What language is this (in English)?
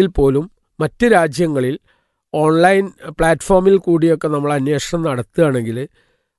Malayalam